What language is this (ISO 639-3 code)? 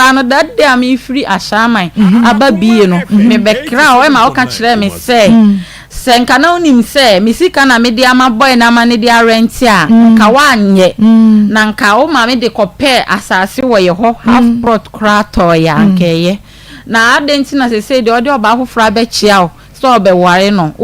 aka